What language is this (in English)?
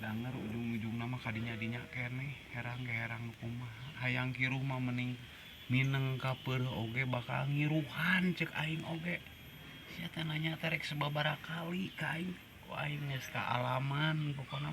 Sundanese